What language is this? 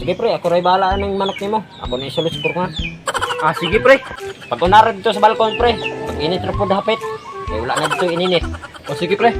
Cebuano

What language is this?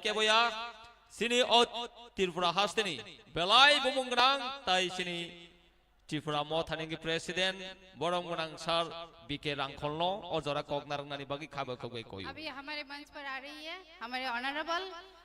Kok Borok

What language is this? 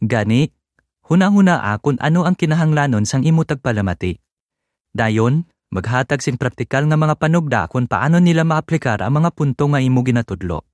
Hiligaynon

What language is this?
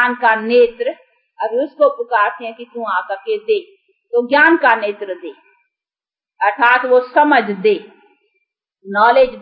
Hindi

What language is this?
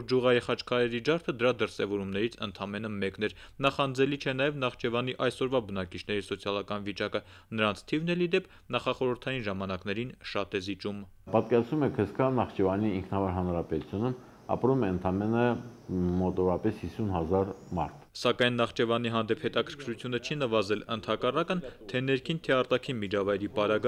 Armenian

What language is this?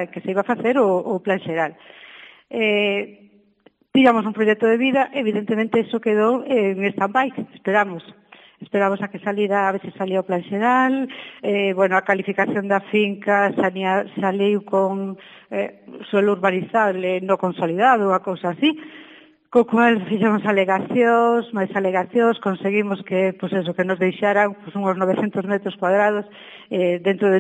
Galician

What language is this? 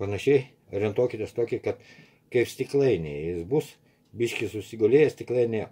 Lithuanian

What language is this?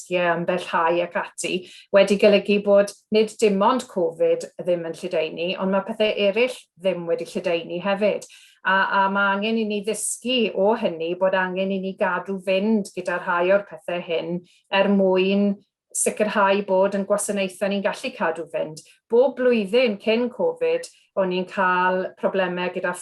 Welsh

